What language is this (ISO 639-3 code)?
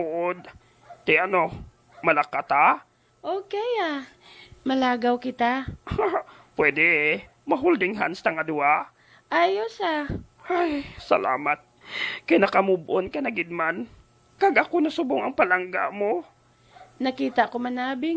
hil